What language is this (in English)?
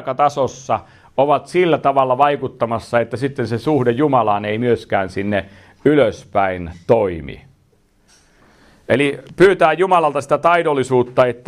Finnish